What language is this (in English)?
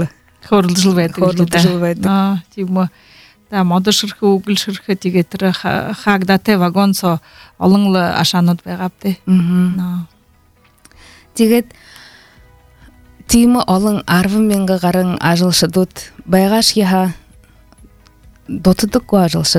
Buriat